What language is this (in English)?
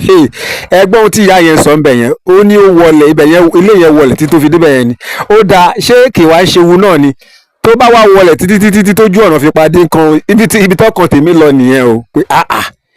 Yoruba